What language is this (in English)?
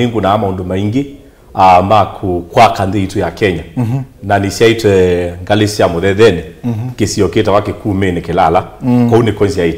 Kamba